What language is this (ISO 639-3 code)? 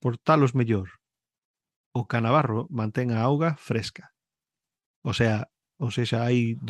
glg